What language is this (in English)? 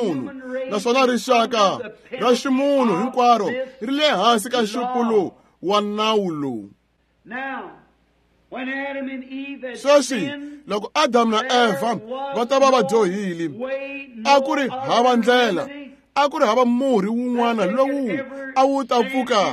Tsonga